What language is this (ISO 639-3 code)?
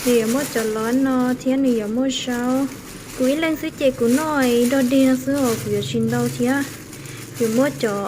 hmn